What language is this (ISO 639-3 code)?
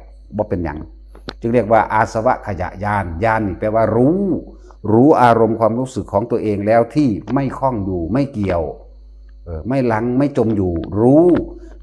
tts